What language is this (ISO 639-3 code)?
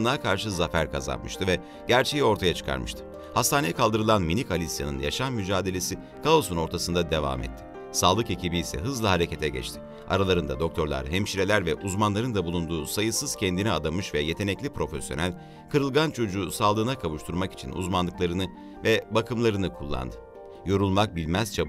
tur